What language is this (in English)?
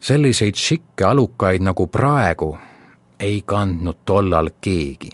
Estonian